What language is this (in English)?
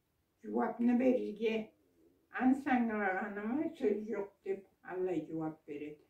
Karachay-Balkar